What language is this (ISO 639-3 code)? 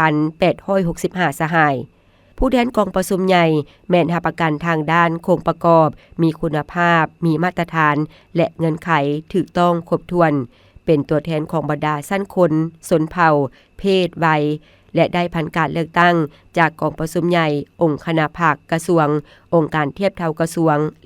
lao